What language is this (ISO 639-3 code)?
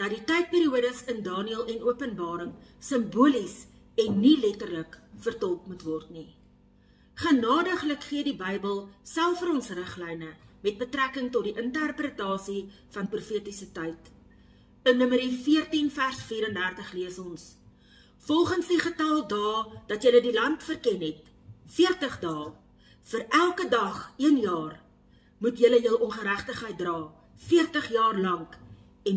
afr